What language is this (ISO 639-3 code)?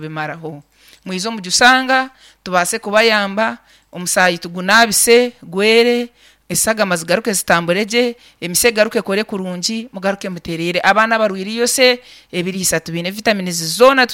nyn